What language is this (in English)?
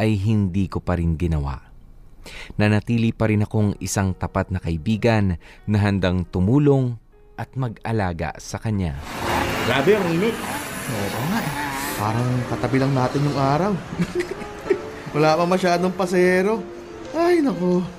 Filipino